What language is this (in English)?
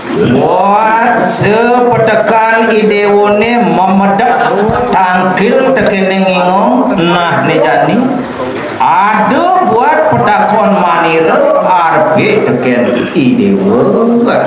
Balinese